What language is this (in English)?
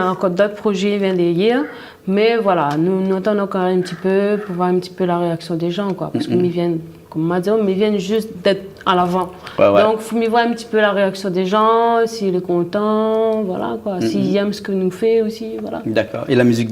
Réunion Creole French